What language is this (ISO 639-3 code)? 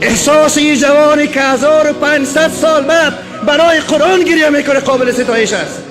fas